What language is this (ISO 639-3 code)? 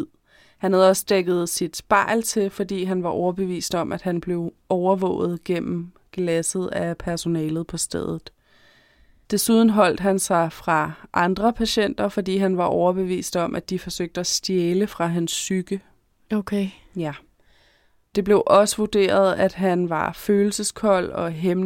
dan